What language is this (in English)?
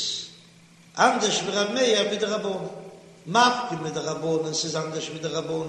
Yiddish